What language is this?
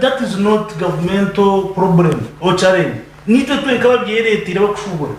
Nyankole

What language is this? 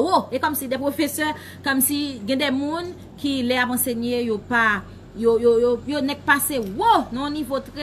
Haitian Creole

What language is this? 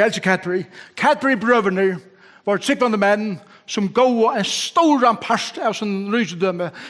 Faroese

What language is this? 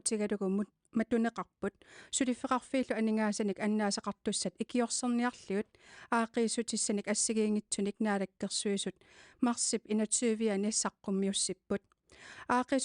Kalaallisut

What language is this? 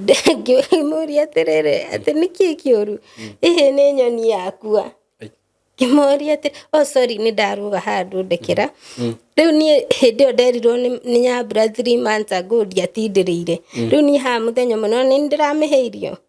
Kikuyu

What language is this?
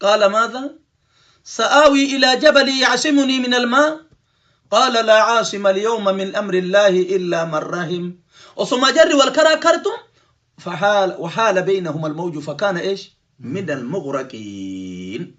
Oromo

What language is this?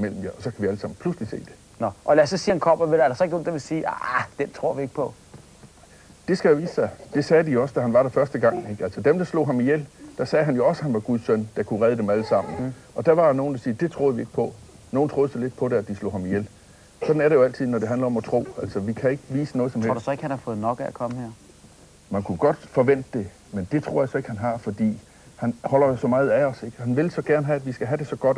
Danish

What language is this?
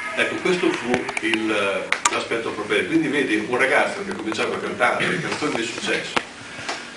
Italian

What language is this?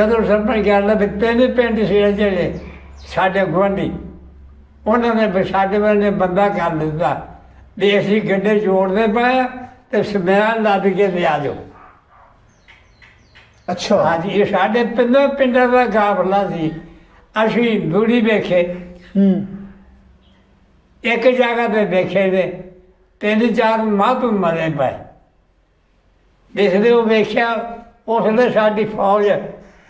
Punjabi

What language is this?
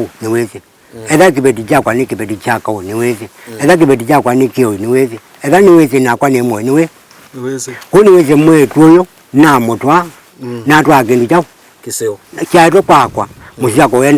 Kamba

